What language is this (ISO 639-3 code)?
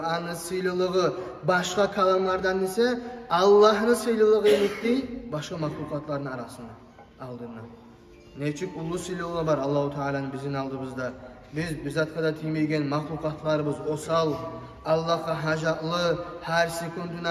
kum